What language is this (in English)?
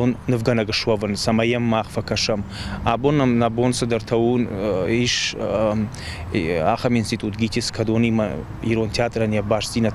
Ossetic